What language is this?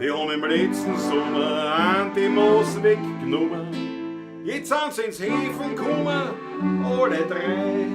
Bavarian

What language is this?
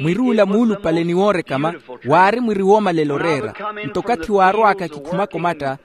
Makhuwa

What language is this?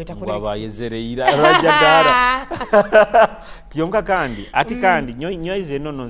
Nyoro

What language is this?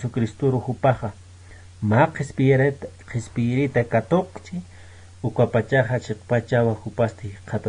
Aymara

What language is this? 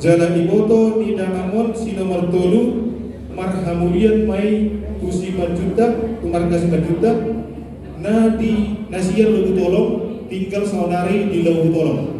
Batak Toba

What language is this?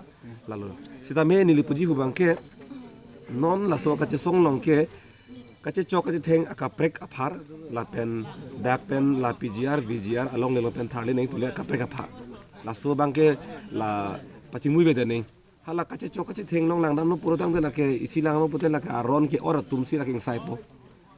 Karbi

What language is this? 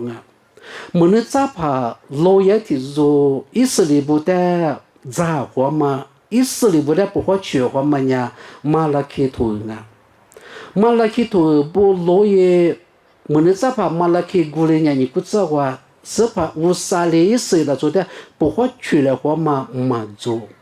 Lisu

